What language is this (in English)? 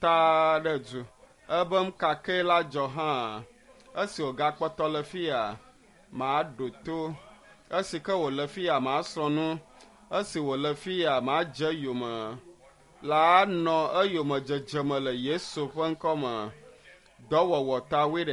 Ewe